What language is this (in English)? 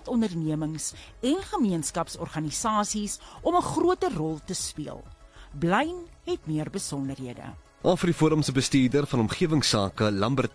Afrikaans